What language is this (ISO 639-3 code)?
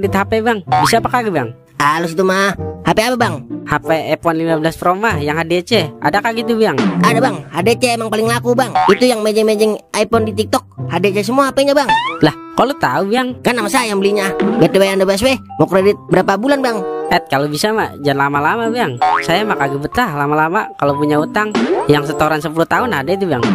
bew